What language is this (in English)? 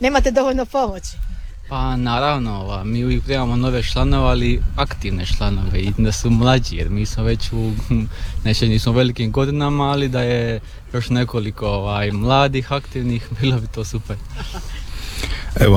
Croatian